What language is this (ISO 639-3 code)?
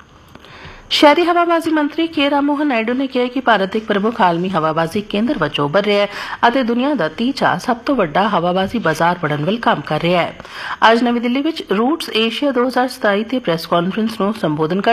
pan